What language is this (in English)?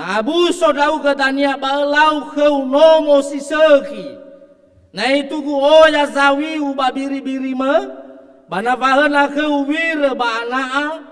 Nias